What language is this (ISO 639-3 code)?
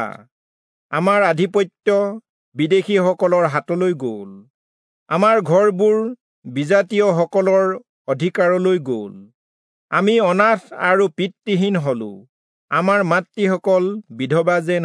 asm